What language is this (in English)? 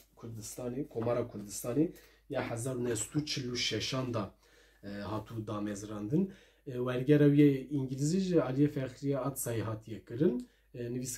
Kurdish